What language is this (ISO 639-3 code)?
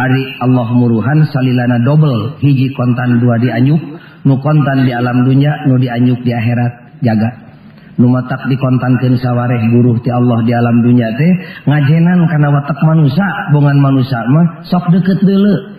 sun